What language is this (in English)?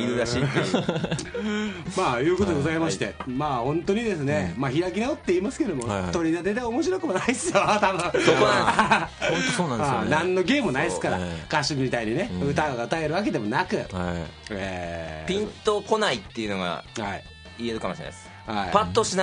Japanese